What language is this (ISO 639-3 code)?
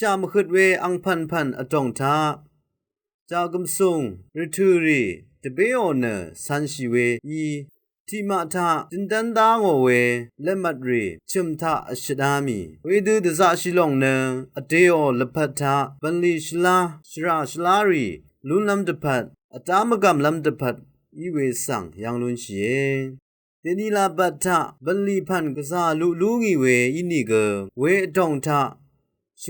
raw